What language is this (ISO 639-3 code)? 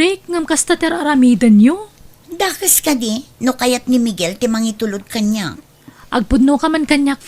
ilo